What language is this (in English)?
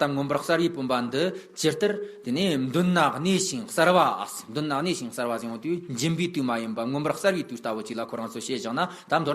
Tibetan